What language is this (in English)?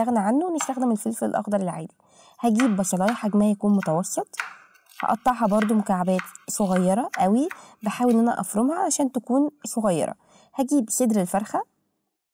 Egyptian Arabic